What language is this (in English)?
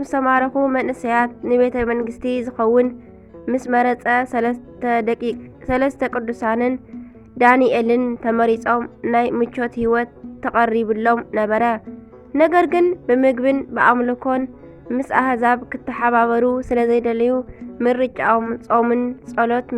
Tigrinya